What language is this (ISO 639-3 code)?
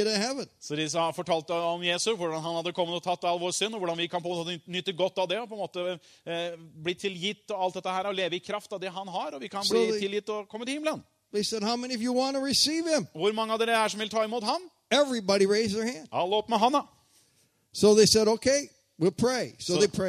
nor